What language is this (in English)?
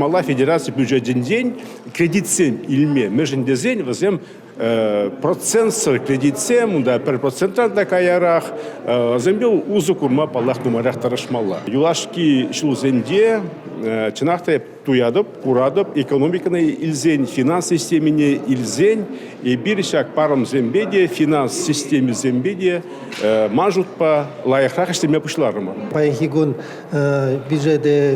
Chuvash